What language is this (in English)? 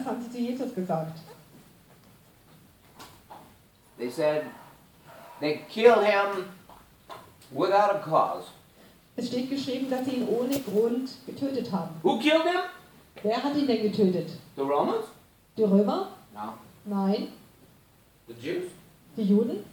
German